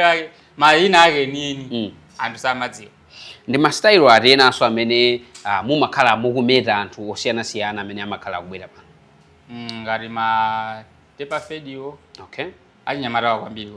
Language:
Nyanja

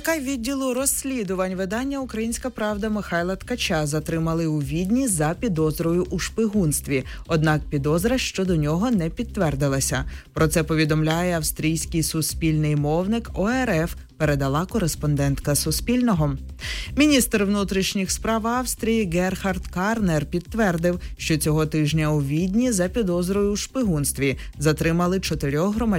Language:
Ukrainian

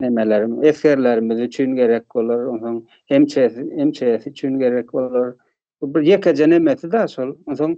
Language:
Turkmen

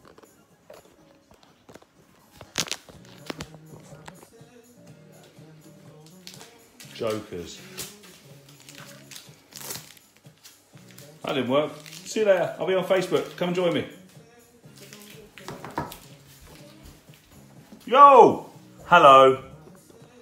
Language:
English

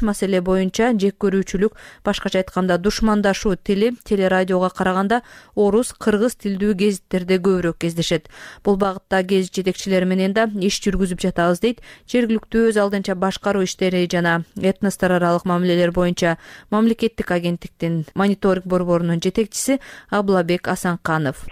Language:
Kyrgyz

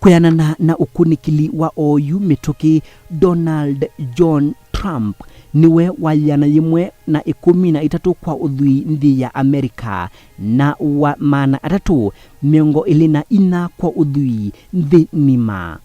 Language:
Kamba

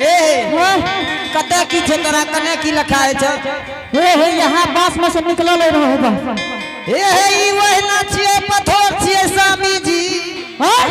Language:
Angika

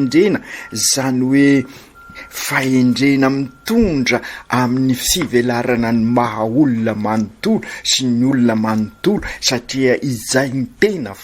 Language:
Malagasy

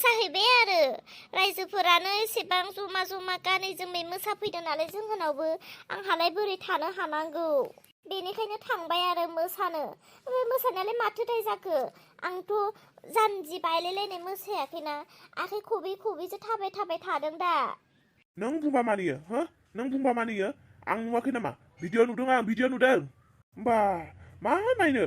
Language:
Bodo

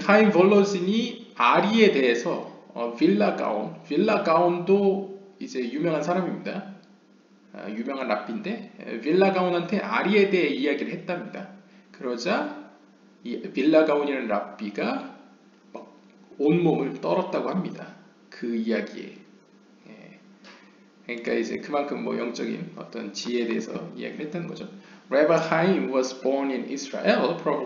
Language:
Korean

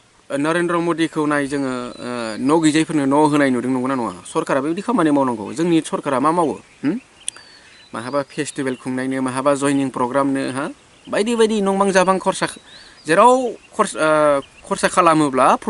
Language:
Bodo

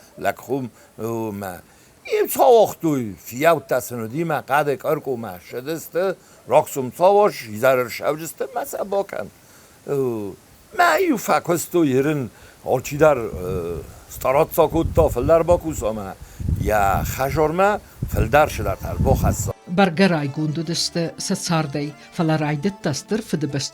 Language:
Ossetic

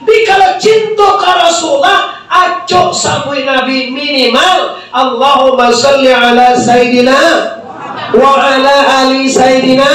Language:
Minangkabau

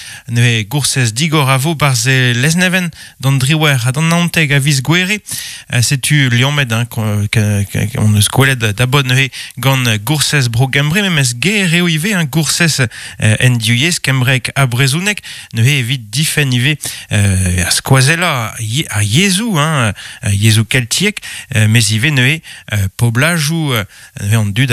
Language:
Breton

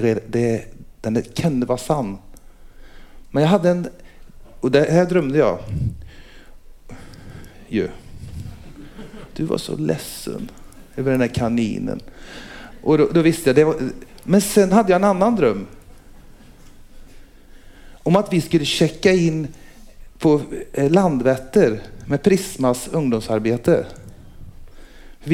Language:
Swedish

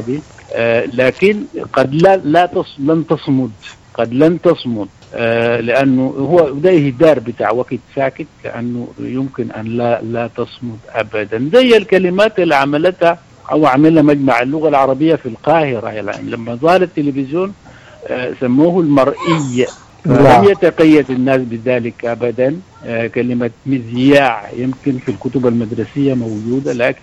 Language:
Sudanese Arabic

